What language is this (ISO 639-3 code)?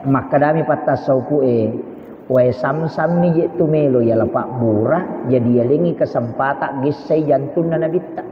bug